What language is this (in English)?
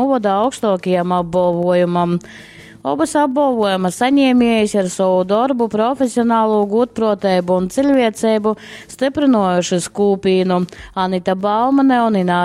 Latgalian